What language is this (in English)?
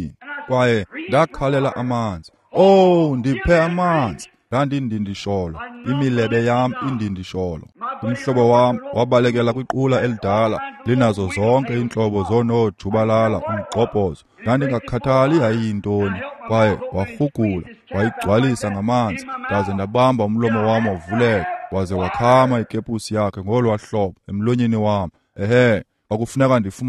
Xhosa